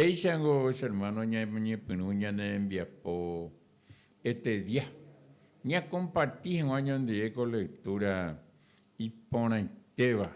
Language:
Guarani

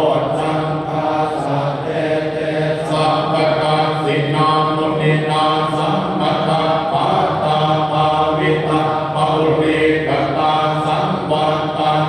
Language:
Pali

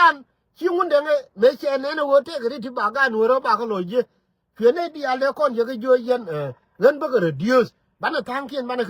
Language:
Nuer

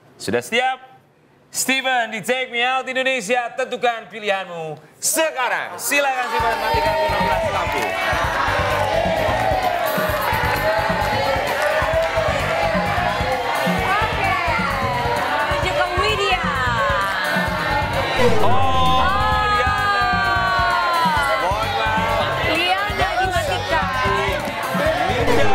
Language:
Indonesian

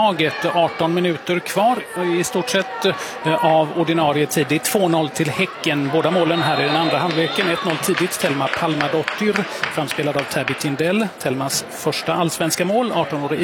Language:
Swedish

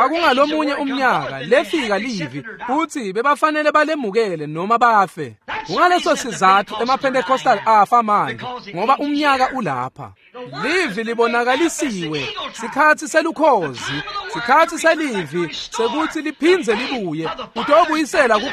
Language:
Swati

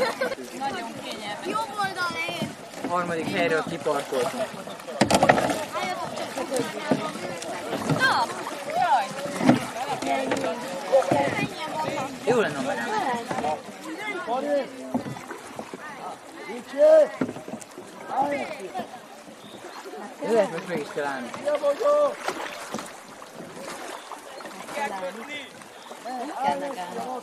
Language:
Hungarian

